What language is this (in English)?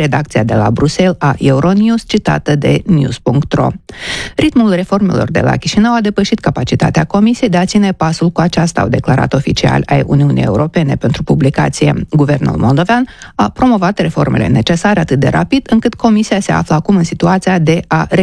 Romanian